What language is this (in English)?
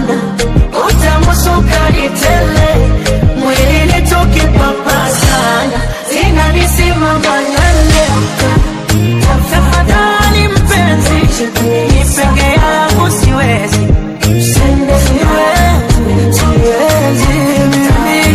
Swahili